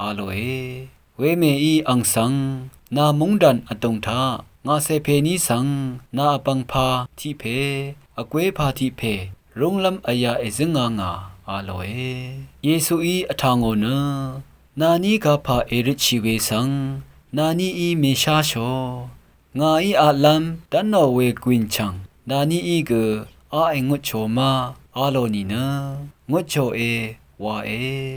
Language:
Rawang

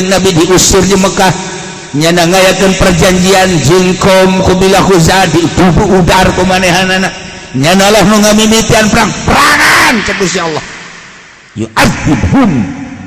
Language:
Sundanese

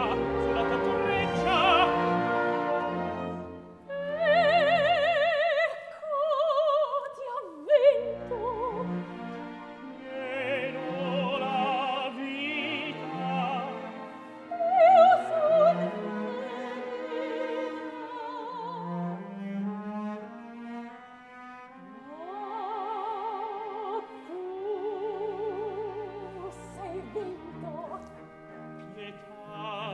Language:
Italian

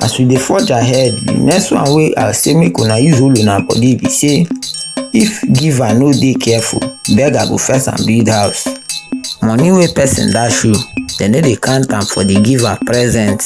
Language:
Nigerian Pidgin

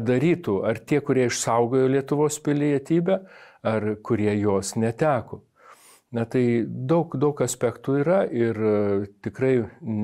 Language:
Lithuanian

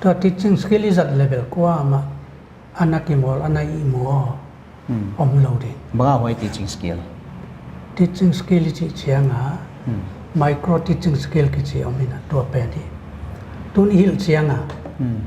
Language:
Paite Chin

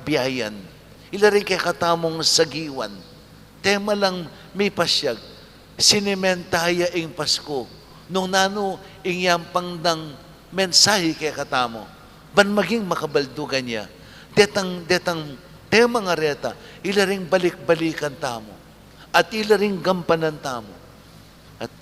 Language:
Pampanga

